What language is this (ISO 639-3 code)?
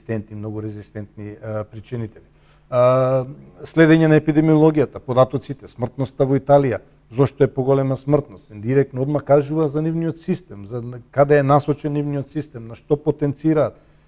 mkd